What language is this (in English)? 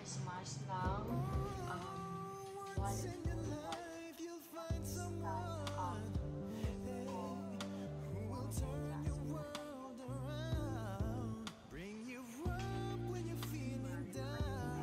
Filipino